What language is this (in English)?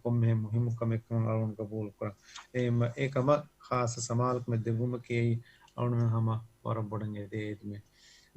Divehi